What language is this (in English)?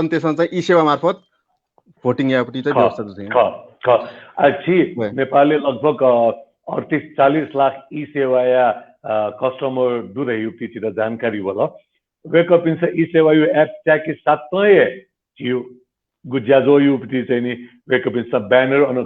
Newari